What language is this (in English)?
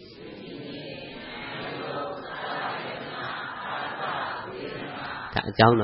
Burmese